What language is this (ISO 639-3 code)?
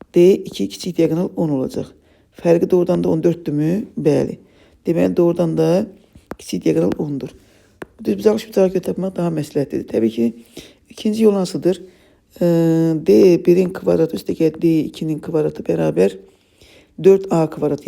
aze